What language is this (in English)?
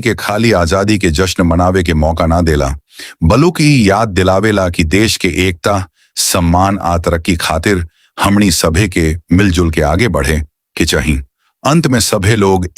Bhojpuri